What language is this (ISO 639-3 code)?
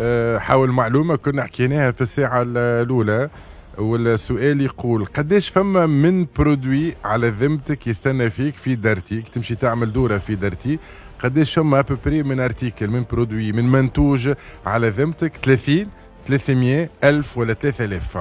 aeb